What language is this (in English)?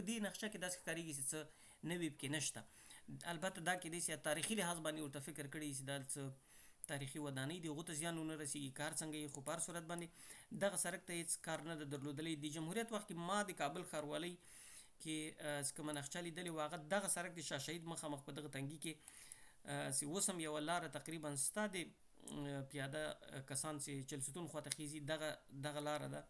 Pashto